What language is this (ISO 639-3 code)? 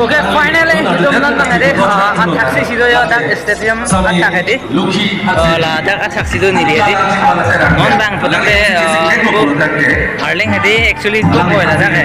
mjw